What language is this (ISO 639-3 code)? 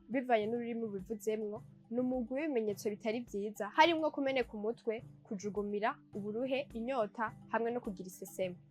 run